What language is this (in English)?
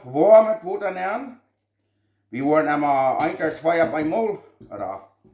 Plautdietsch